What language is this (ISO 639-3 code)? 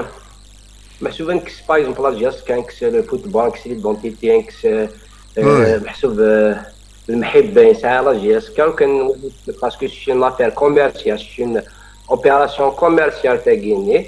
kab